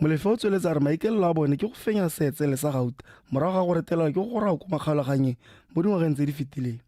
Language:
Tswana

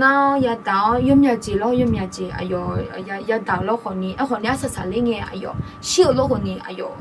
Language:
Akha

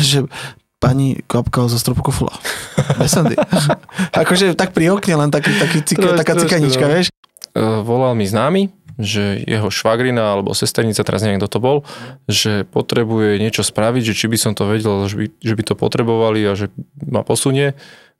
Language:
Slovak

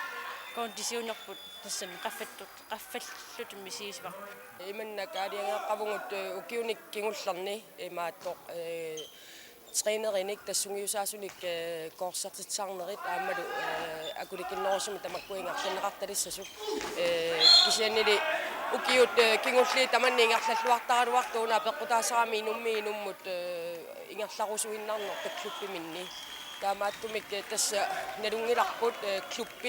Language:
Kalaallisut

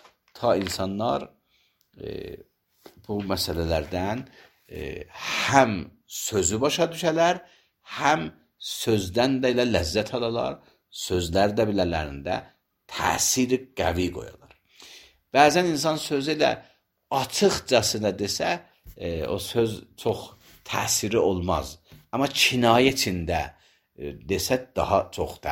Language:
Azerbaijani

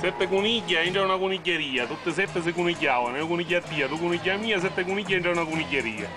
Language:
Sicilian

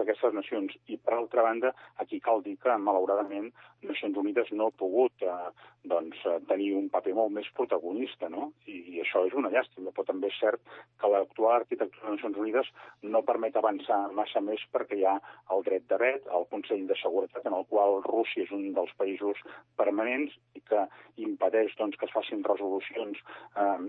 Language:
Catalan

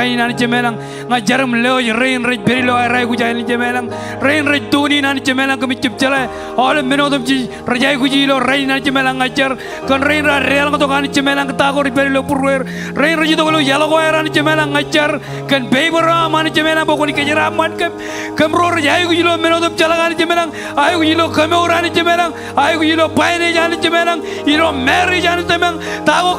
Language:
Marshallese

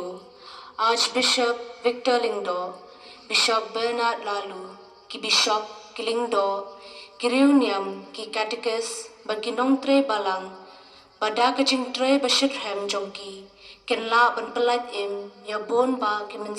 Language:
Khasi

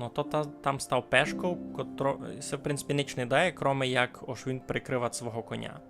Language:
Rusyn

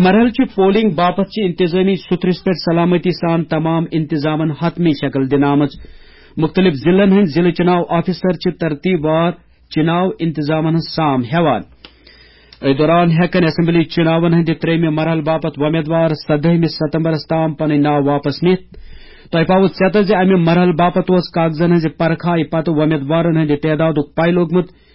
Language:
Kashmiri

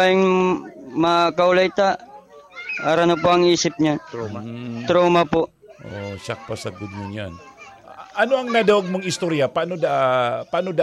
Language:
Bikol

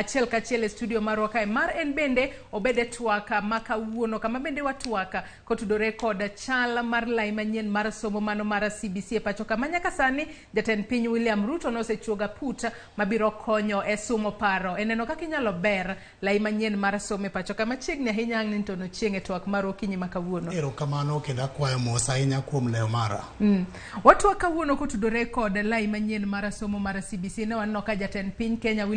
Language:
Luo (Kenya and Tanzania)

